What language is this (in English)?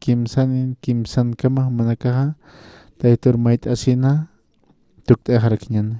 Aymara